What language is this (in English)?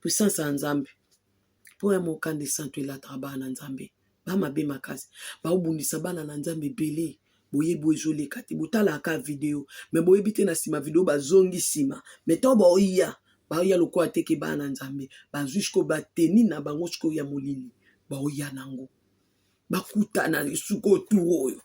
Lingala